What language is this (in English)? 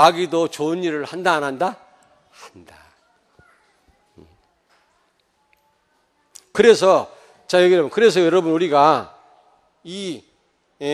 Korean